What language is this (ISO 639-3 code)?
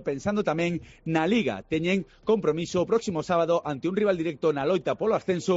glg